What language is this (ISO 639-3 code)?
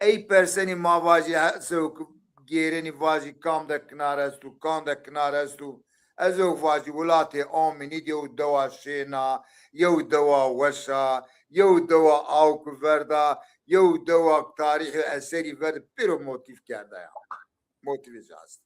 zza